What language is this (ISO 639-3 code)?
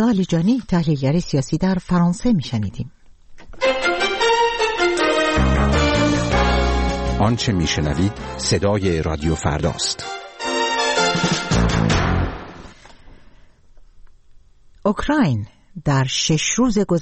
fas